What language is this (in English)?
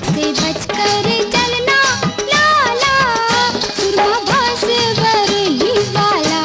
Maithili